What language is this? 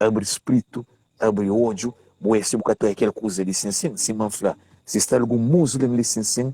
Kabuverdianu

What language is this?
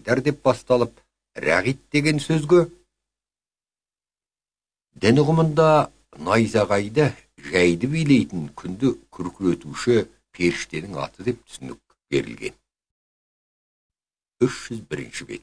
Kazakh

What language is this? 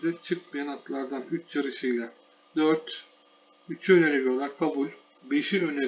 Turkish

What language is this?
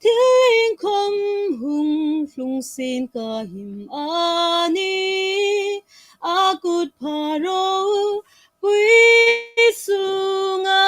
Hmar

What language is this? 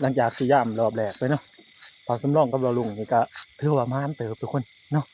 Northeastern Thai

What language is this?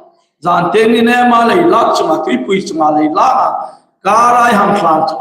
Hmar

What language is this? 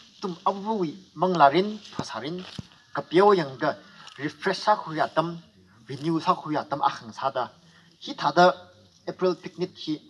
Tangkhul Naga (India)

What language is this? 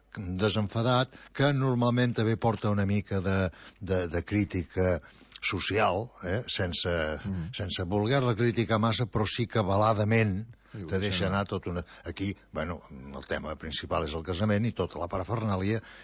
Catalan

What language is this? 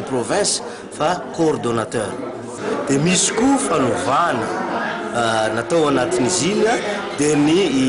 Malagasy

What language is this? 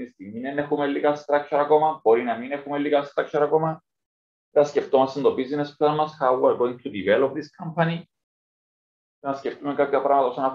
Greek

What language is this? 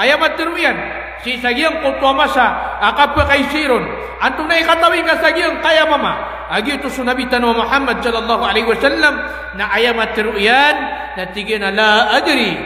Maranao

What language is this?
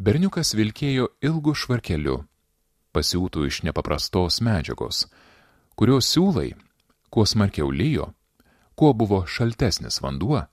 Lithuanian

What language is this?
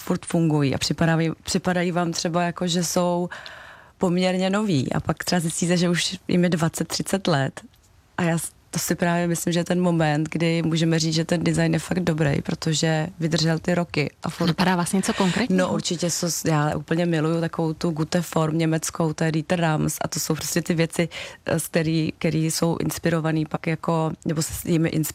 Czech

